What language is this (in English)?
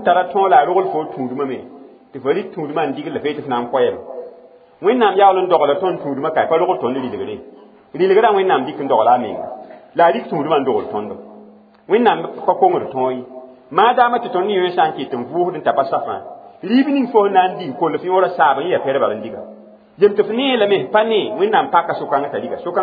Mossi